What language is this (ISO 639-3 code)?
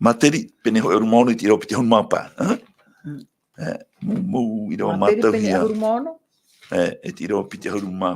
tah